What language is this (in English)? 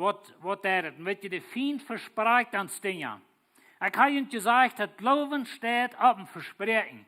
Plautdietsch